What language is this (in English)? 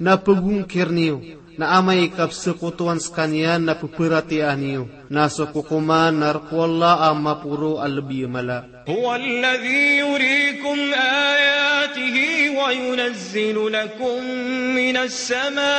Maranao